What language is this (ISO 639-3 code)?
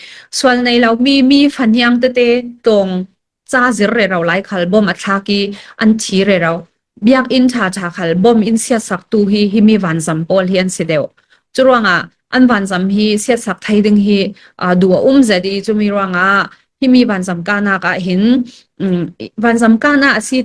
cfm